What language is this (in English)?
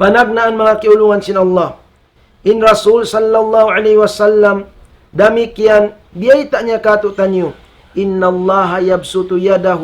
Tausug